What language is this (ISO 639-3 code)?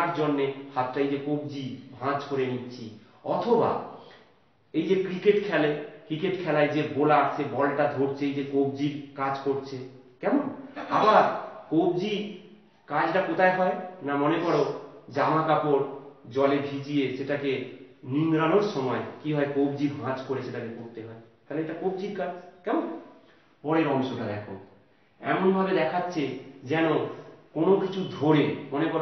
ben